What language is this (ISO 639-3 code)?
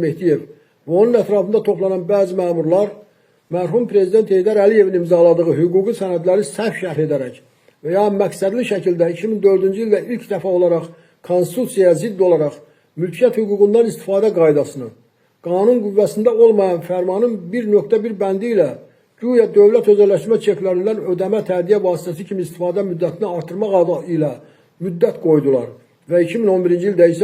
aze